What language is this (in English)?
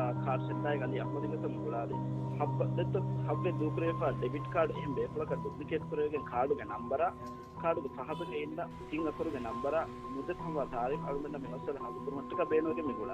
Divehi